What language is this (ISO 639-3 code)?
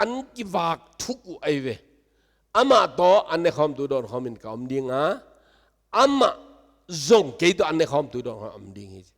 ctd